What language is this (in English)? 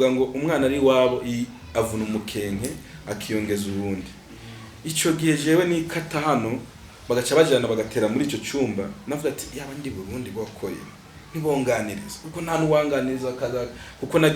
Rundi